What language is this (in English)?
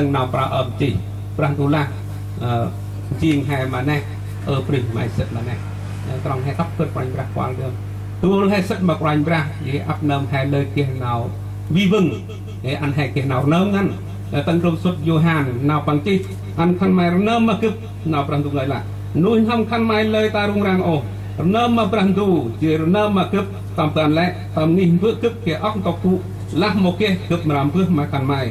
Central Mnong